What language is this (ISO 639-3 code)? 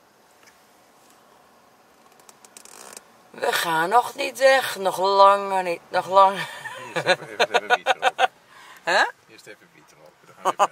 nld